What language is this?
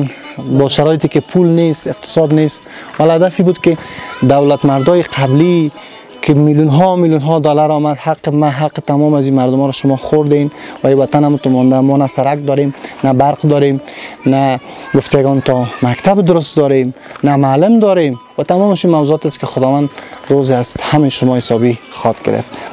Persian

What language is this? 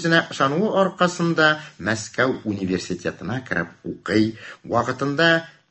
Tatar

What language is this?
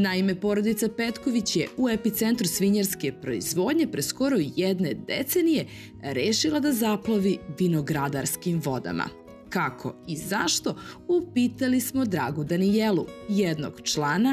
Serbian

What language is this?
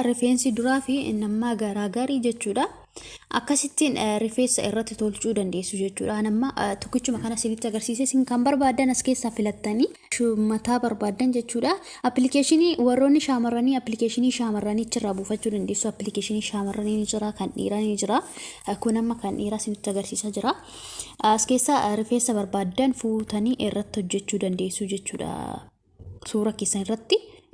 Oromo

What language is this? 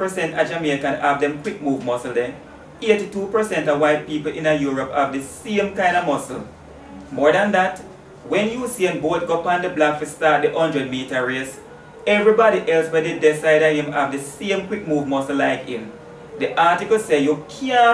Jamaican Creole English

